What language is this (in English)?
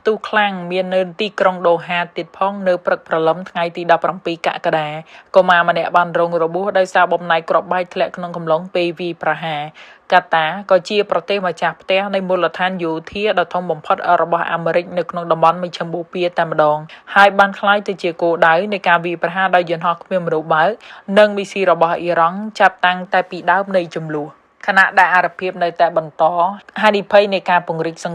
Khmer